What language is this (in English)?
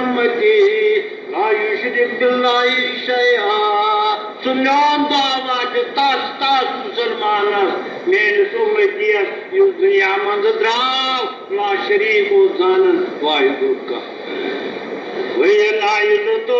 Kashmiri